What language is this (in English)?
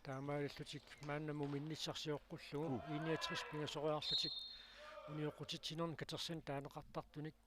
Kalaallisut